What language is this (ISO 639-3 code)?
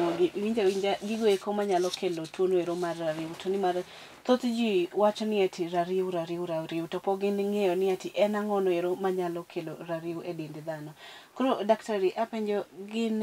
luo